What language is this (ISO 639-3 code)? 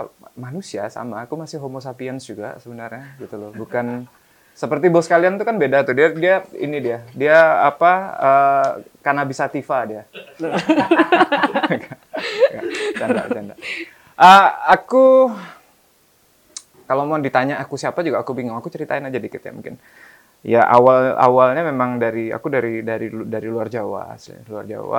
ind